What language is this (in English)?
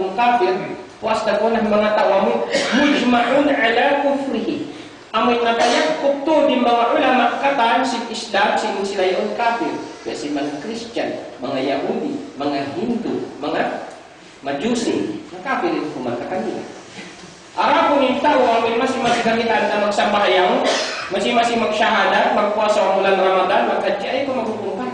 Tausug